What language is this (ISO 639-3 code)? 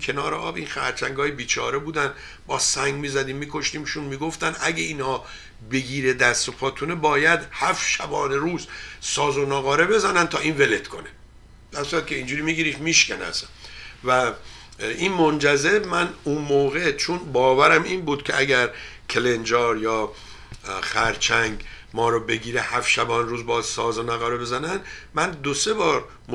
fas